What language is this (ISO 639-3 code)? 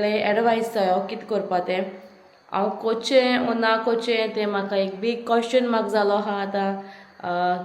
kok